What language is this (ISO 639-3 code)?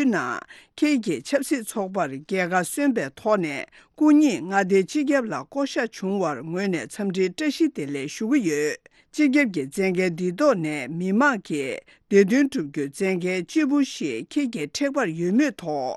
bod